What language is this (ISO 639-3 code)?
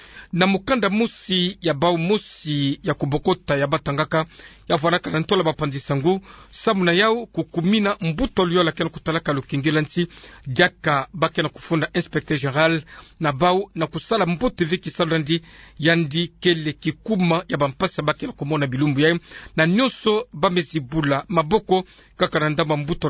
ktu